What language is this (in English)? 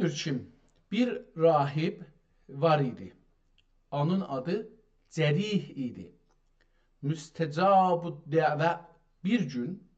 South Azerbaijani